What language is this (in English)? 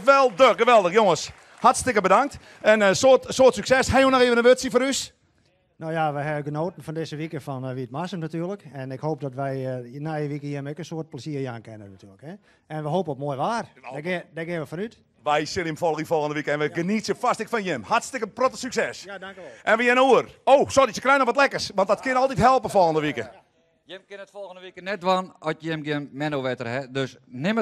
Western Frisian